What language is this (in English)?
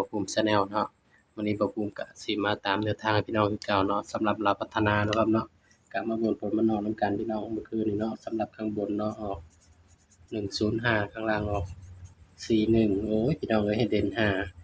Northeastern Thai